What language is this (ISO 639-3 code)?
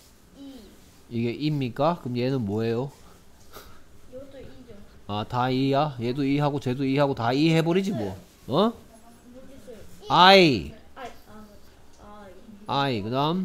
kor